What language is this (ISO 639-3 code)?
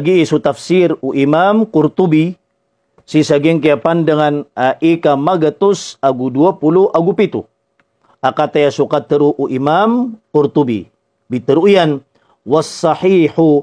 mrw